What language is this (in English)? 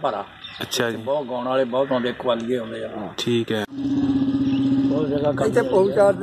Punjabi